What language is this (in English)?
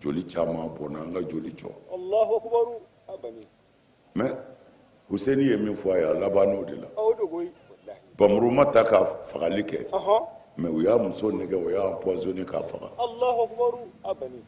Bambara